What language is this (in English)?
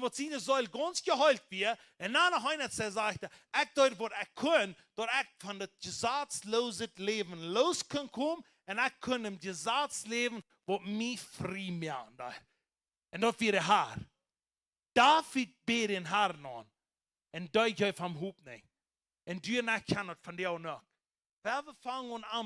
Plautdietsch